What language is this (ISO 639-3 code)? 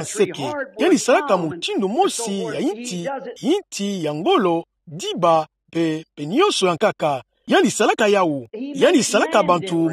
ktu